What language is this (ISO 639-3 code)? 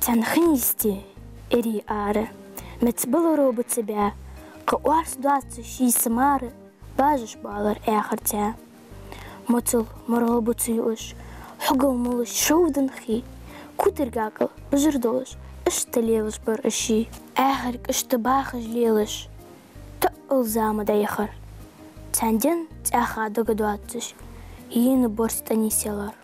inh